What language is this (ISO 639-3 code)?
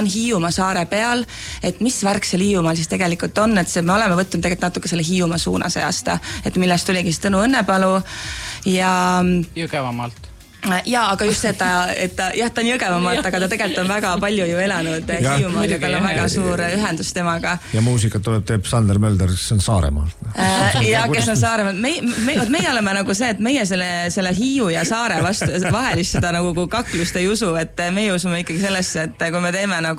est